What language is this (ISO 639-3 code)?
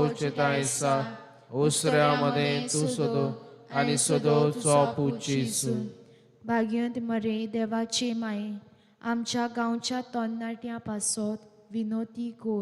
kok